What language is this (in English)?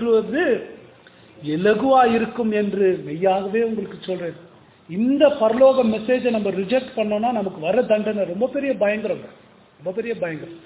Tamil